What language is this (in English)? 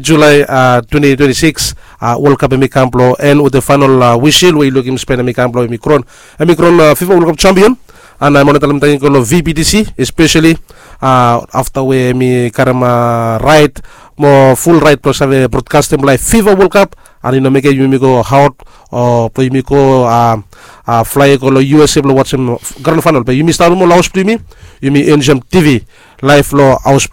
Bislama